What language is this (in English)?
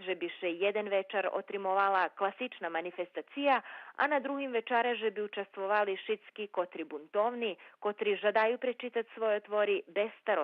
Rusyn